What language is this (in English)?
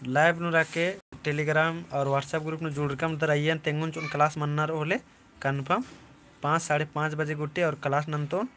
Kurukh